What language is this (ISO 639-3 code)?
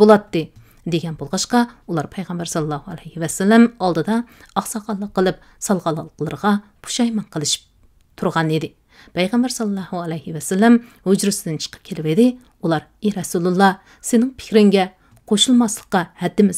uig